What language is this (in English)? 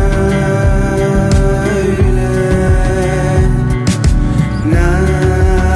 Turkish